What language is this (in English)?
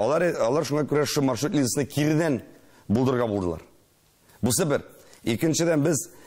Tatar